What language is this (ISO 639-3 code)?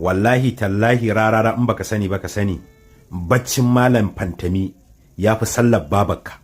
hau